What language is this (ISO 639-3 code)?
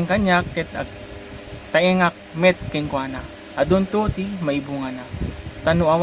ilo